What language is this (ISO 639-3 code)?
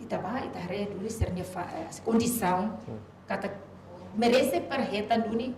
tet